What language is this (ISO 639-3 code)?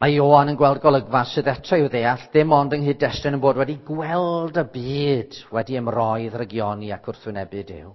cym